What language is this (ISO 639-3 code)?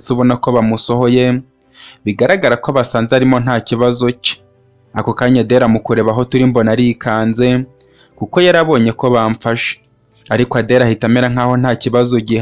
kin